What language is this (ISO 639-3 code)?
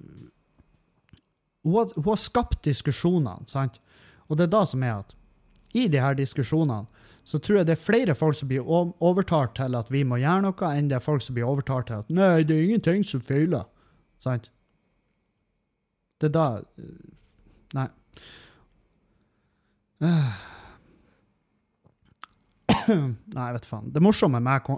nor